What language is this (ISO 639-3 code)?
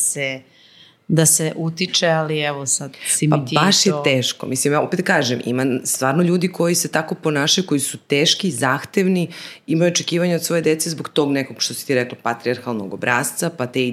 srp